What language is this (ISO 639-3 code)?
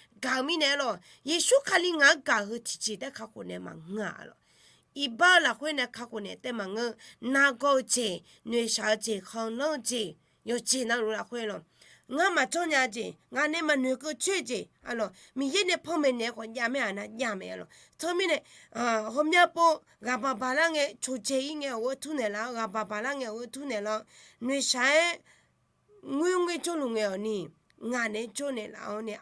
ahk